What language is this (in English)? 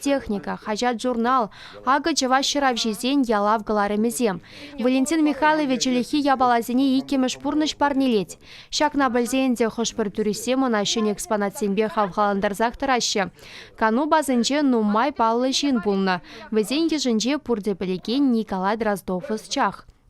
Chuvash